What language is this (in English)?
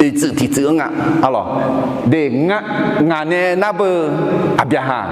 Akha